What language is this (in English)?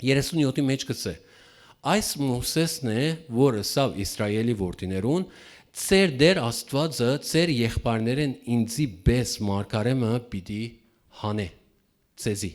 Western Armenian